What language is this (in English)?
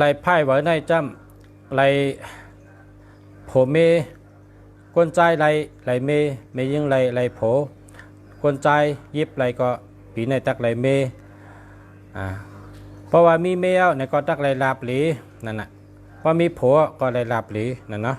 Shan